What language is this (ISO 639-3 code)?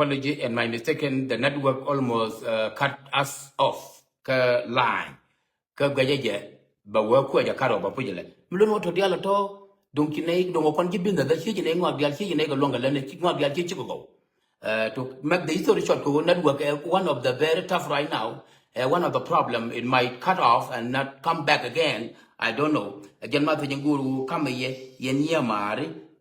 nus